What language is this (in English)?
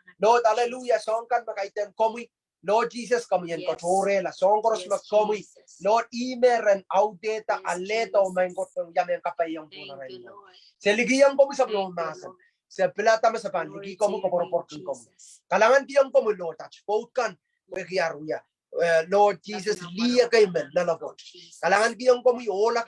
Pohnpeian